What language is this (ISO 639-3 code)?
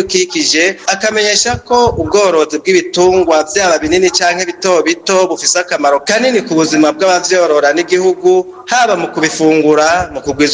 run